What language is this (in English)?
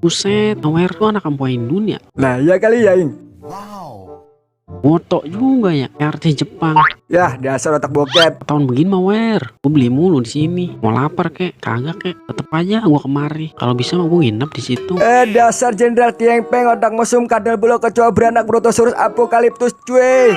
Betawi